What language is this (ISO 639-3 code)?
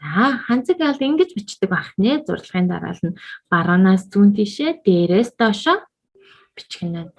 mon